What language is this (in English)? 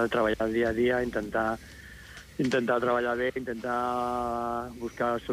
Catalan